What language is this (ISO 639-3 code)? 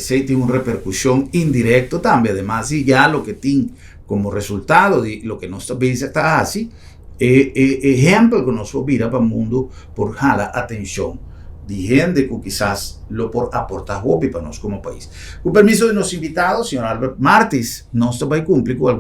pap